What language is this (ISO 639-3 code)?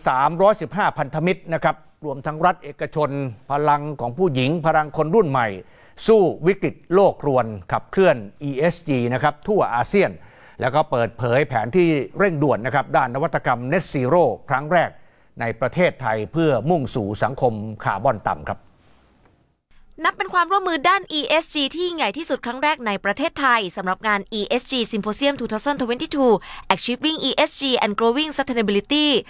tha